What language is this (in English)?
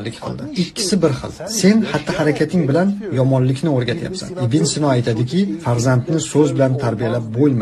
Uzbek